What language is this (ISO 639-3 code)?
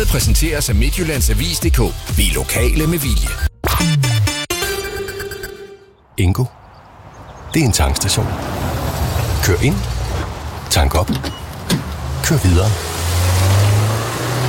dan